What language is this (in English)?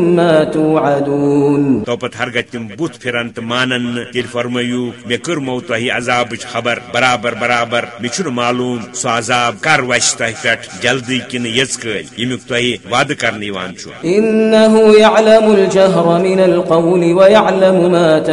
Kashmiri